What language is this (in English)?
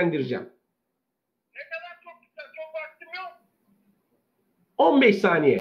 Turkish